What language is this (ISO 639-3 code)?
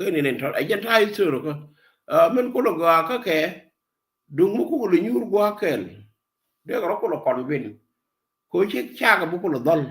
nus